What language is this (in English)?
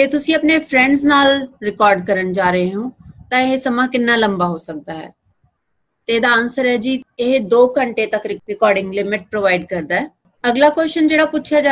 Punjabi